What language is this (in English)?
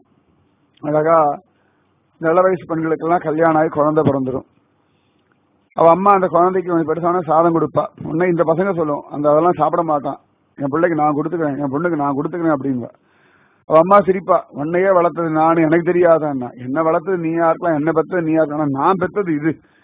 Tamil